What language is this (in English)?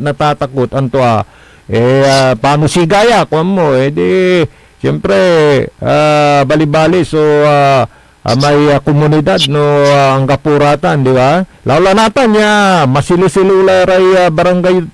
Pangasinan